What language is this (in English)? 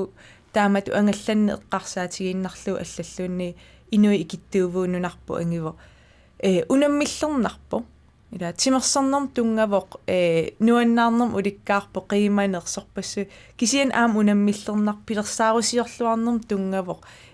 Kalaallisut